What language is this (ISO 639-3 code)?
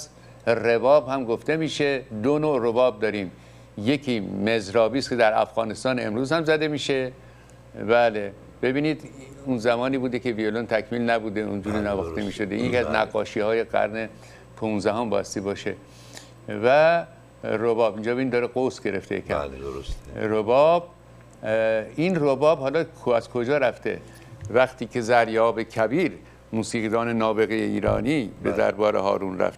fas